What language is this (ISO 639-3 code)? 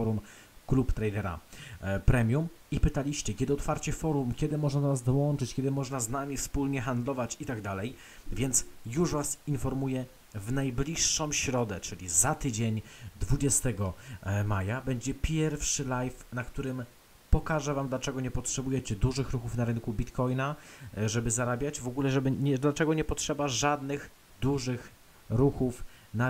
pol